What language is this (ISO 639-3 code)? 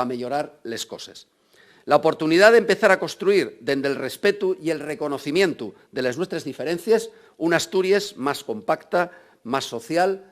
ast